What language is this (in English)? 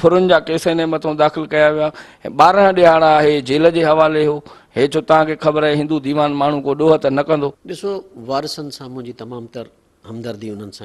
Sindhi